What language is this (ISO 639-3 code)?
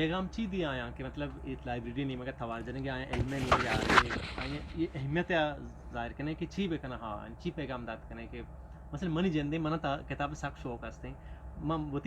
bgp